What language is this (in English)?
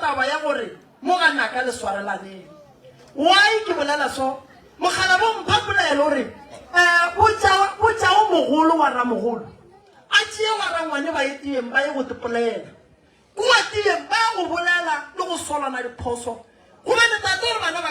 Northern Sotho